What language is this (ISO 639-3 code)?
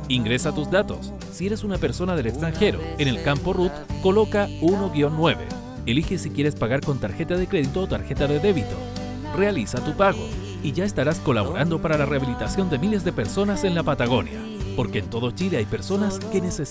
spa